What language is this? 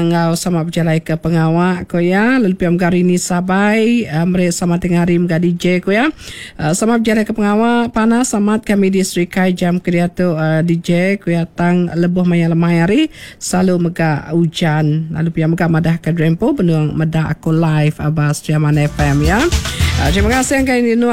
Iban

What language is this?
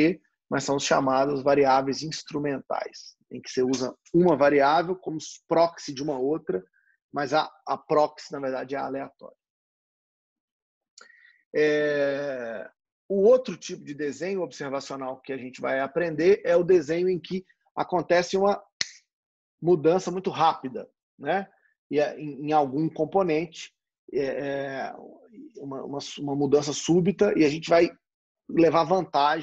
Portuguese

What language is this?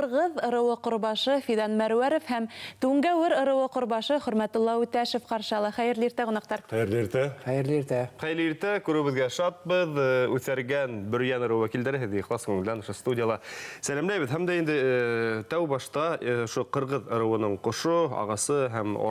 Bashkir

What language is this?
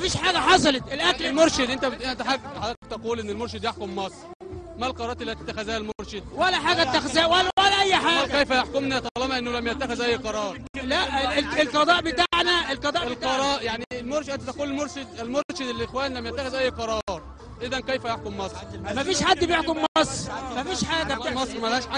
Egyptian Arabic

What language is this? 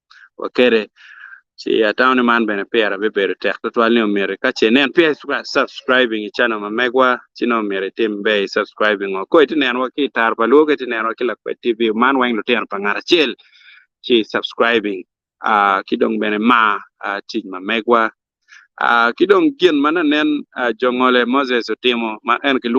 Acoli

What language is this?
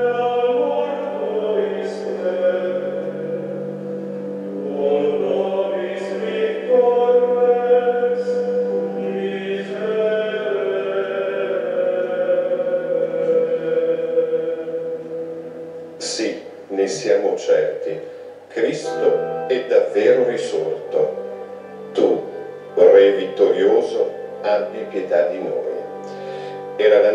Italian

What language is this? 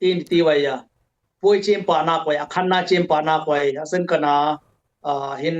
Dimasa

